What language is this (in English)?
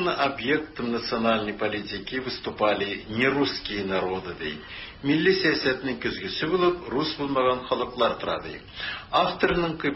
Tatar